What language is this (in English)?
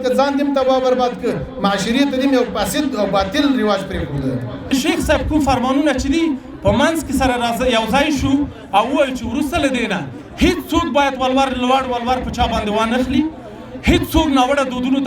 Pashto